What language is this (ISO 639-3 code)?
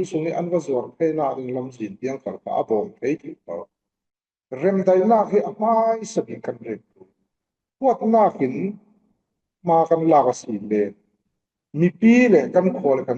cfm